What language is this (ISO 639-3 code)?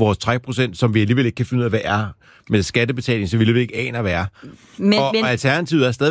dan